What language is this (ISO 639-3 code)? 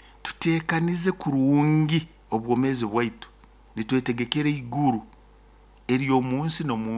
nyo